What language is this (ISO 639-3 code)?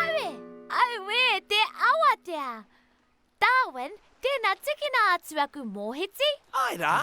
mri